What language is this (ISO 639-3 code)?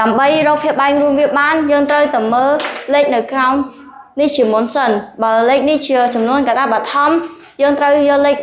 khm